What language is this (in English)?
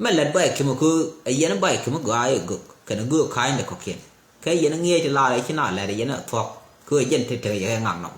Nuer